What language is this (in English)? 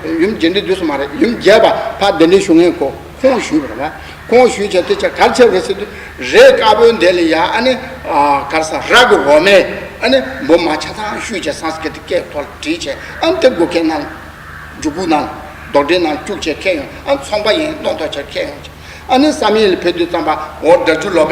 Tibetan